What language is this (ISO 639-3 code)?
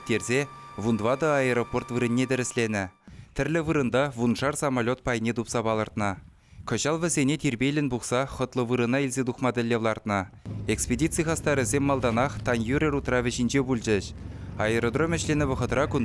chv